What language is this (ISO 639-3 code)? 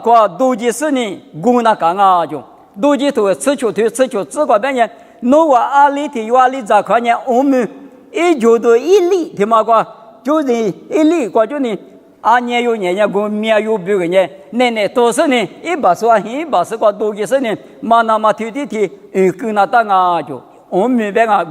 lis